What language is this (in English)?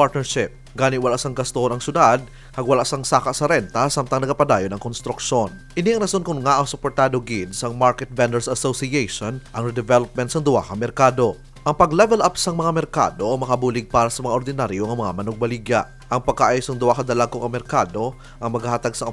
Hiligaynon